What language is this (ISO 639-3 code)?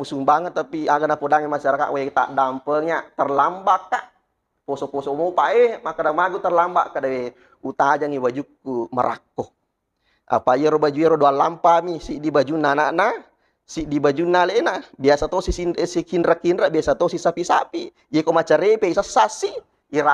bug